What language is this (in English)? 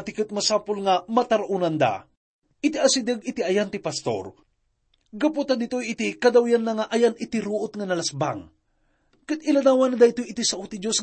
Iloko